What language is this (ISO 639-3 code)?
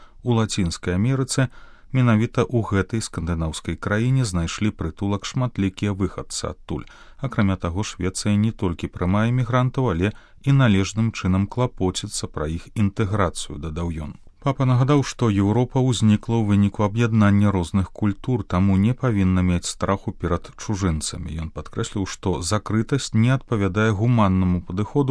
bel